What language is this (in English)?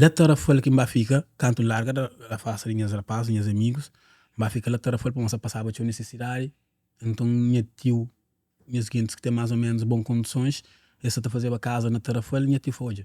Kabuverdianu